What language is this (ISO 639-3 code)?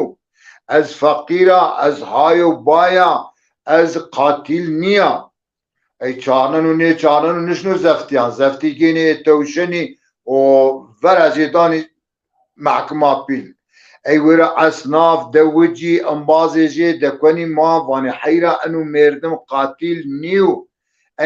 zza